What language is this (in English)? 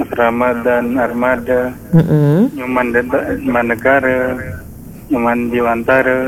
Balinese